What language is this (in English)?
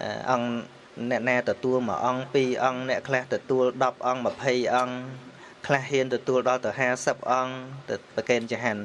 Khmer